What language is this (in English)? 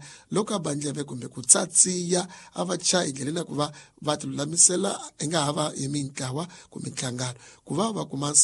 Tsonga